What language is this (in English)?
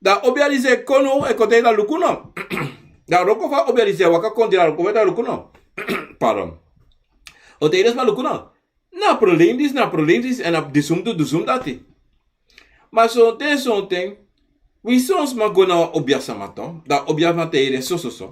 Sranan Tongo